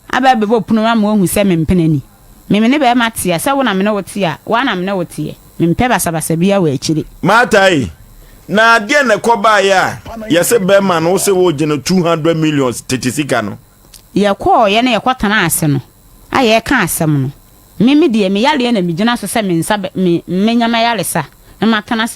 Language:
Akan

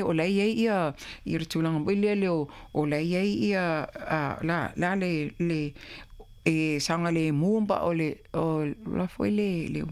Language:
Samoan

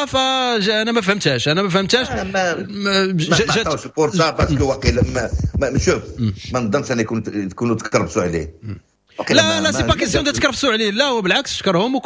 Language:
Moroccan Arabic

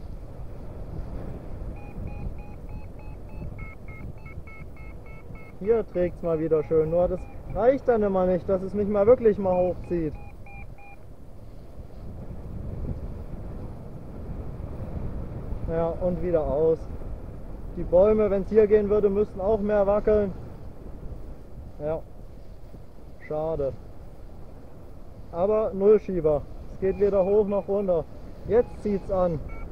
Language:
German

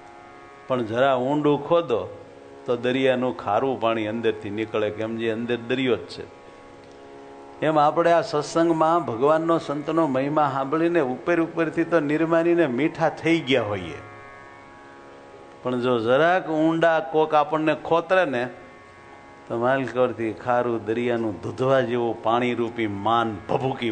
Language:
Gujarati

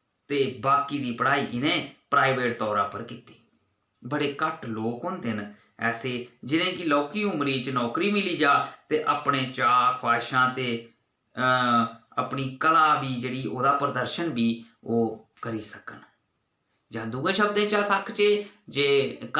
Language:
Dogri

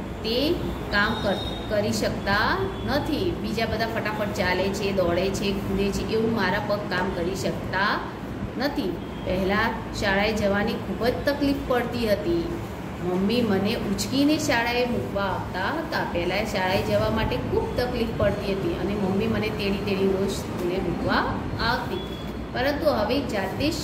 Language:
Gujarati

